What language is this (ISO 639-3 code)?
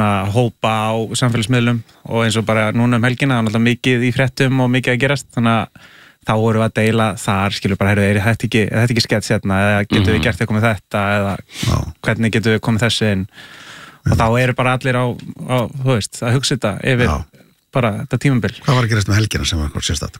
isl